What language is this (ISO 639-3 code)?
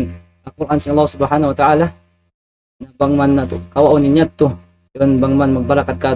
tsg